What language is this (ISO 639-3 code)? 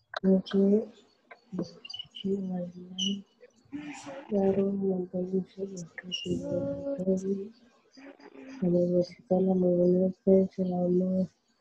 msa